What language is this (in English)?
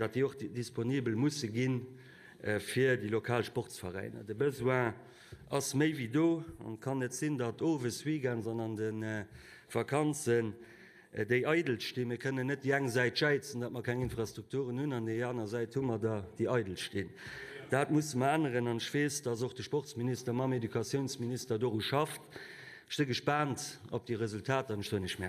Luxembourgish